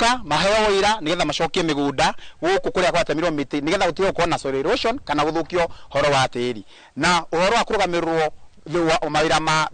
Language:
Kikuyu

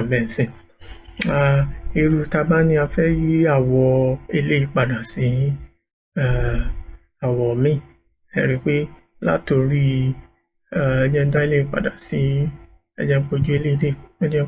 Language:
Yoruba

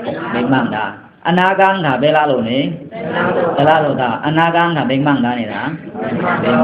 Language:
Pa'o Karen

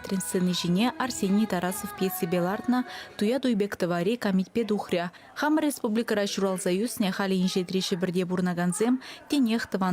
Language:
Chuvash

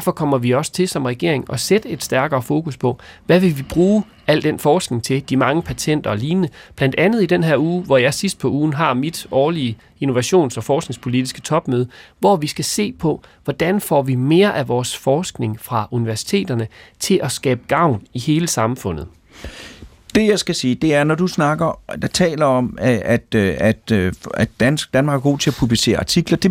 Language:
Danish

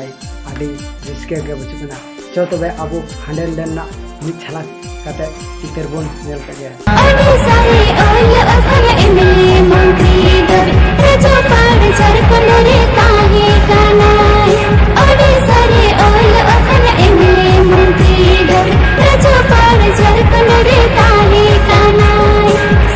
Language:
Santali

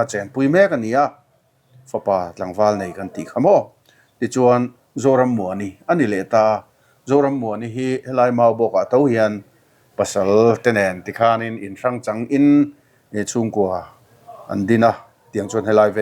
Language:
Mizo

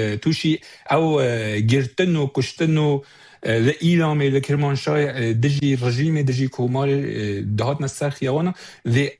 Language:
Kurdish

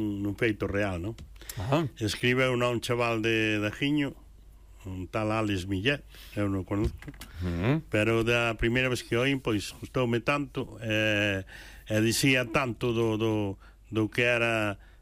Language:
Galician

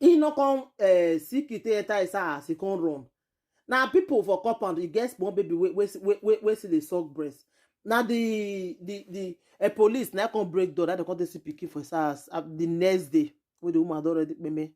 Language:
Nigerian Pidgin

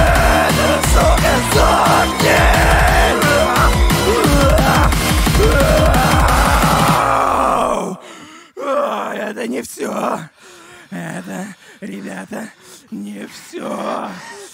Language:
Russian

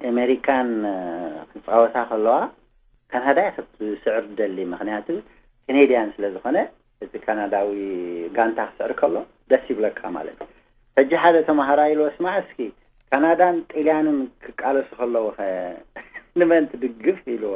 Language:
Tigrinya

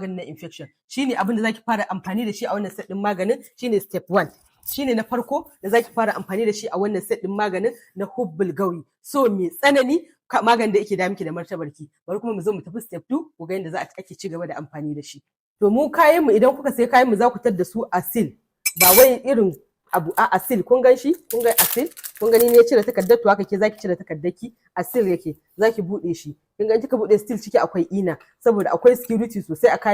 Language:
Hausa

